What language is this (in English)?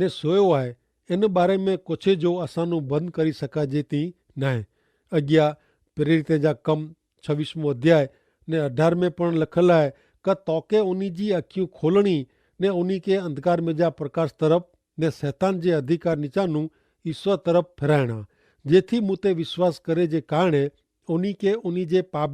Kachhi